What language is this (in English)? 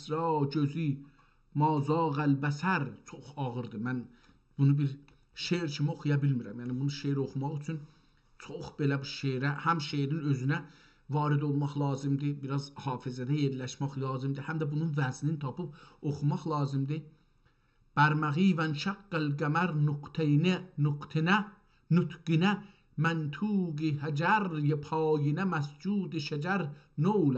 South Azerbaijani